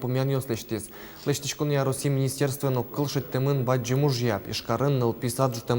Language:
Udmurt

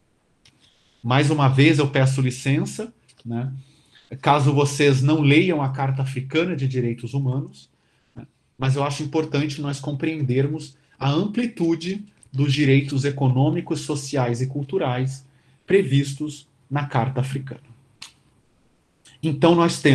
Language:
Portuguese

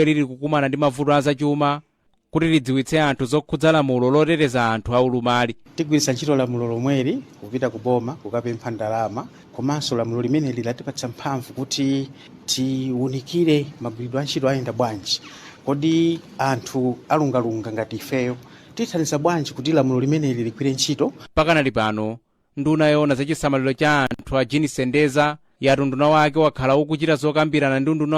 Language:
Nyanja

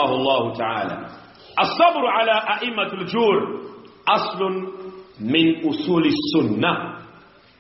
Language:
Swahili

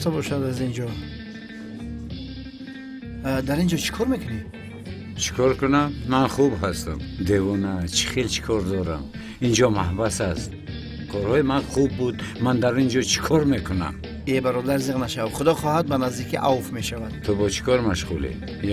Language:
Tajik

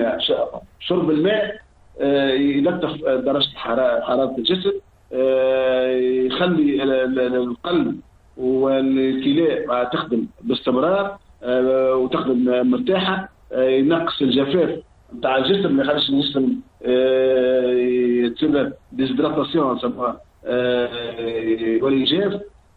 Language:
Tunisian Arabic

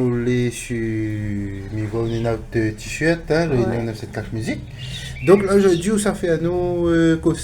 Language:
Réunion Creole French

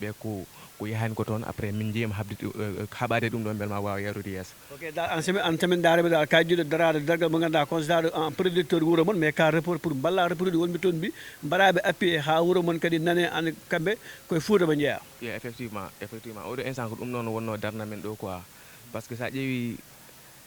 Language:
Fula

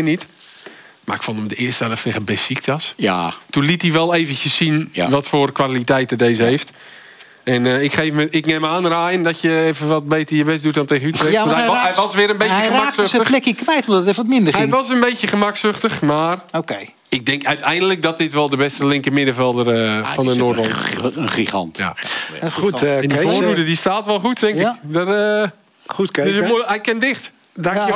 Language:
Dutch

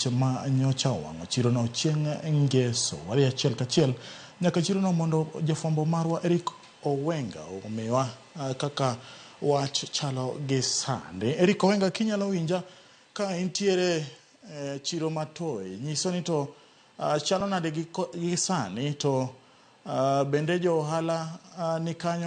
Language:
Luo (Kenya and Tanzania)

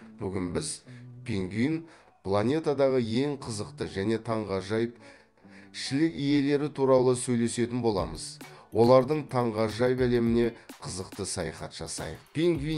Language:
Kazakh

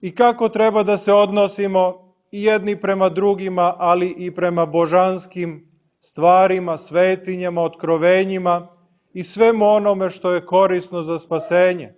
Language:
Serbian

